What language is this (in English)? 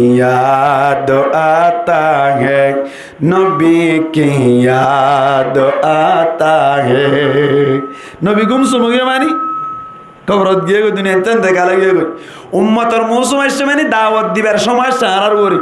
Rohingya